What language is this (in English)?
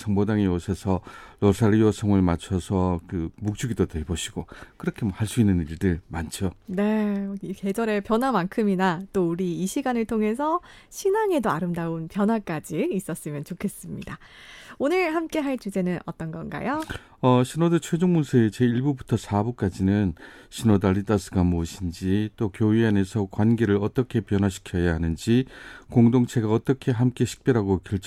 Korean